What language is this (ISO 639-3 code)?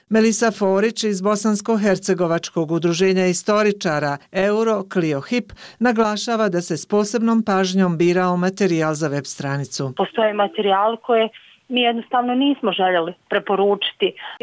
bos